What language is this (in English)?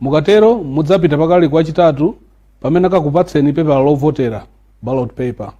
Nyanja